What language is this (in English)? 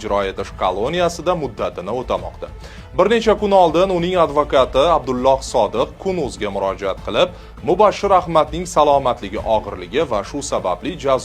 Uzbek